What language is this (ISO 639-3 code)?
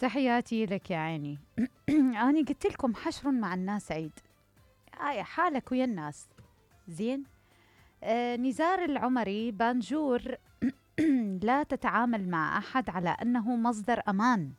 acm